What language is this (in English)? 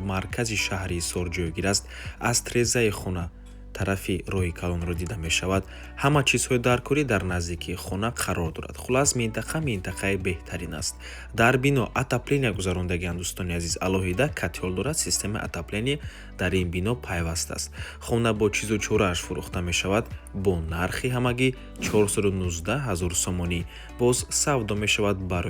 Tajik